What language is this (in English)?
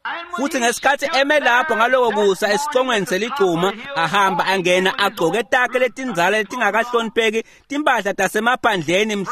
Swati